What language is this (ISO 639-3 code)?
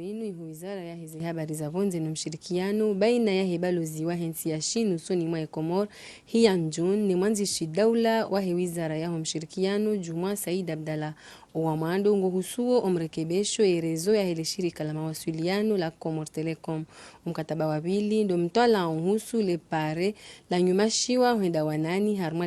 zdj